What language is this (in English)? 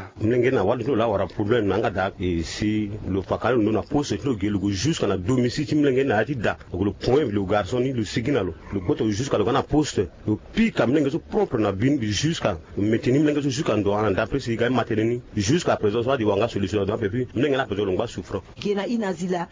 Sango